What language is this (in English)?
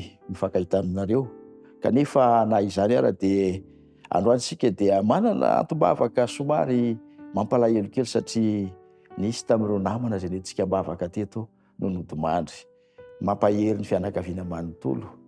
Malagasy